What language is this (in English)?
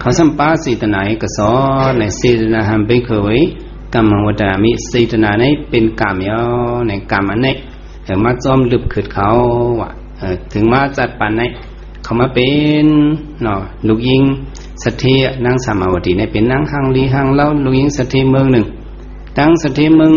Shan